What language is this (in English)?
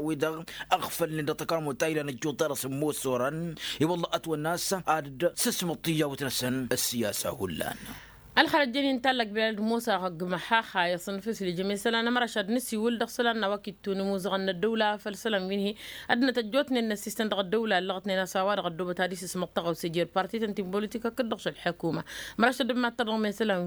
Tamasheq